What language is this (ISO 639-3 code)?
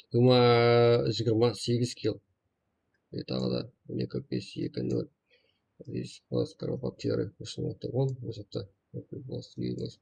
kaa